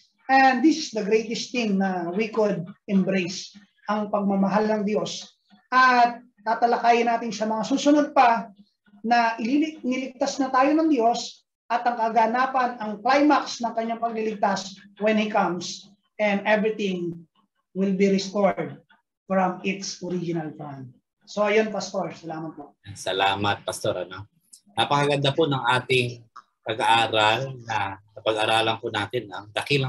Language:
Filipino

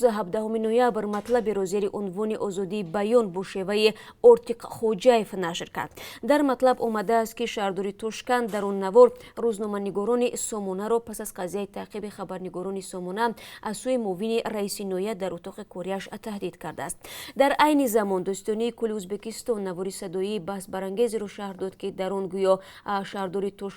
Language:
Tajik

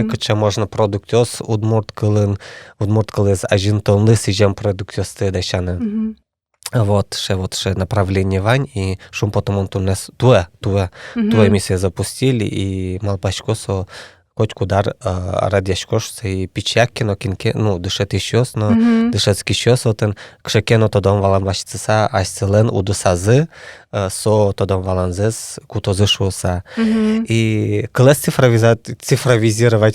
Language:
Udmurt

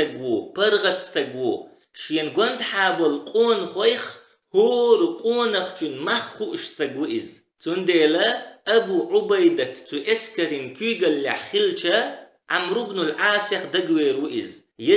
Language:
Chechen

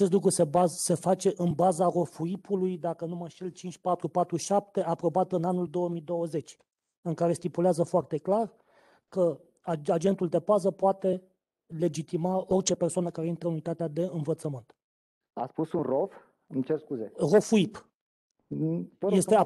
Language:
Romanian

